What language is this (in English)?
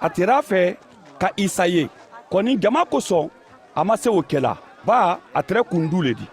Mandingo